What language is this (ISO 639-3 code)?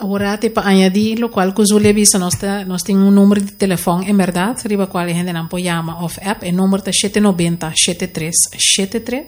pap